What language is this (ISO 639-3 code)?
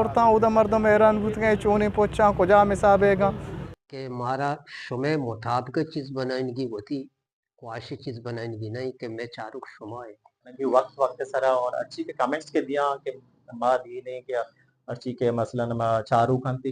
bgp